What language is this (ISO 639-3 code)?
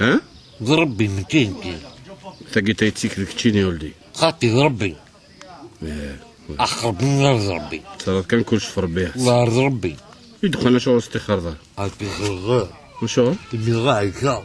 kab